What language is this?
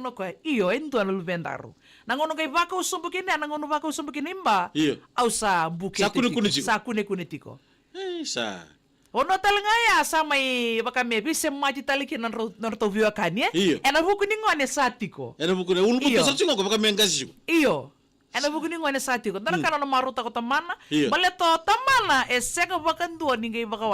Fijian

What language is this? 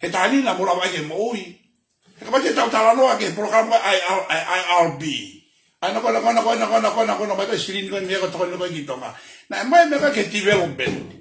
Tongan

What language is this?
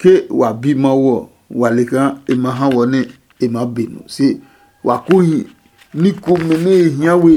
Adangme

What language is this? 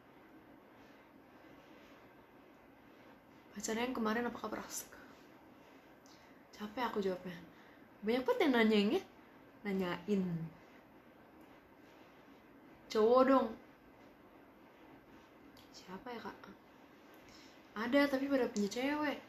Indonesian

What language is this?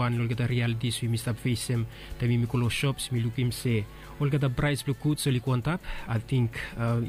Bislama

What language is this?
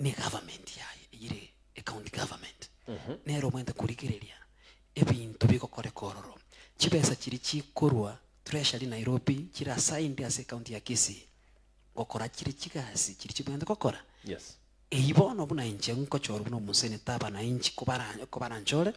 Gusii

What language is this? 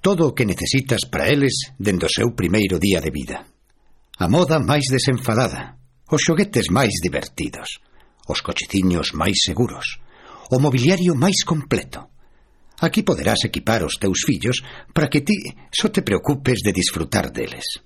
Galician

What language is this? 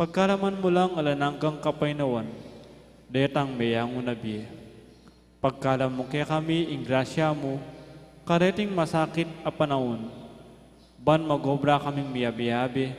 Pampanga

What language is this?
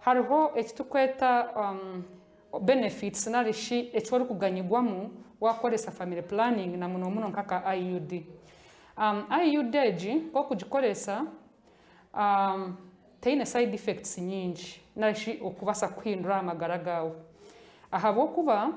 Nyankole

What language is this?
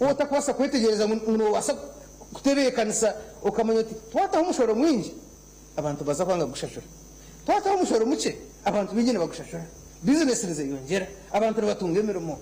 Nyankole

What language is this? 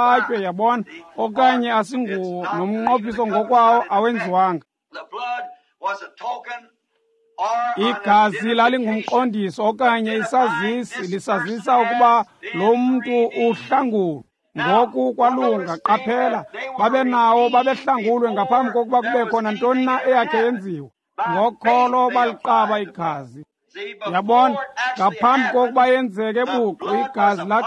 Xhosa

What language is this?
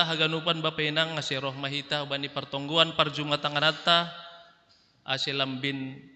Batak Simalungun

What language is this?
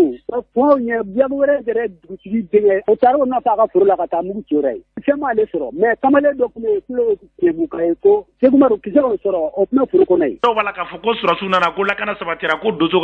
Bambara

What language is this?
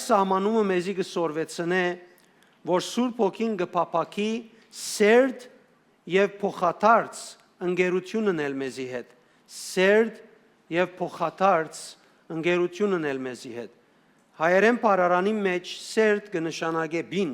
Western Armenian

